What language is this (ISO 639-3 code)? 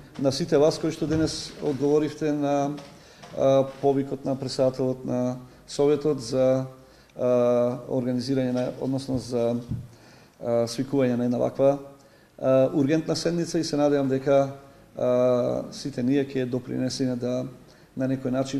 mkd